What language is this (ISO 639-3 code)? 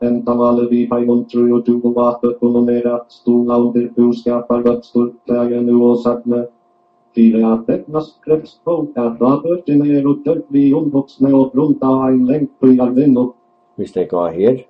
fao